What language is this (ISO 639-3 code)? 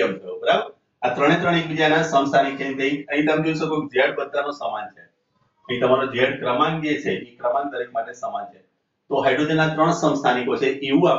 guj